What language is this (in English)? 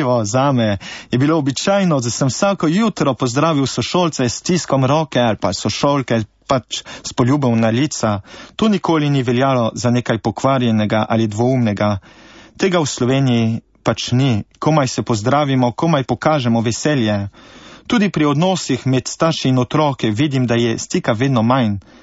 Slovenian